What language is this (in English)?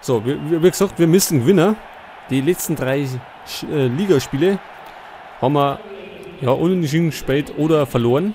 Bavarian